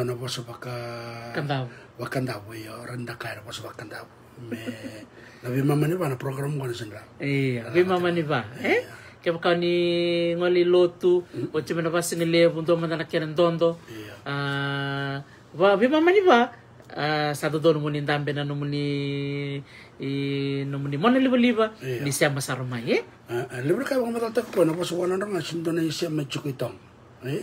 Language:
Fijian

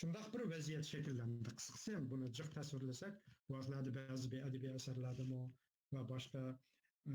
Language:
Uyghur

